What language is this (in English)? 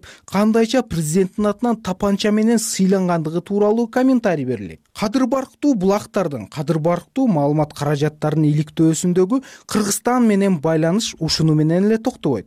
Kyrgyz